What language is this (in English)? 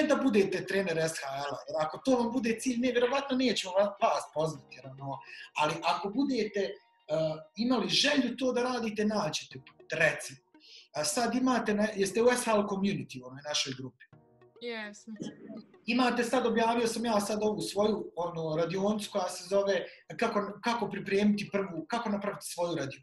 Bosnian